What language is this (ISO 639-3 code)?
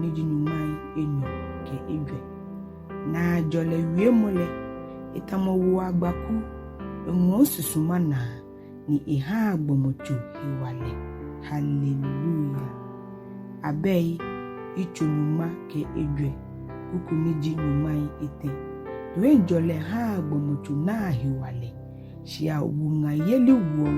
gaa